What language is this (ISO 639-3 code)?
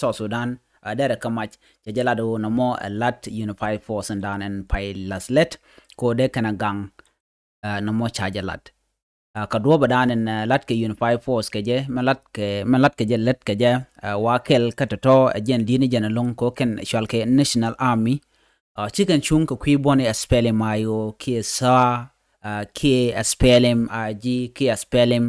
nus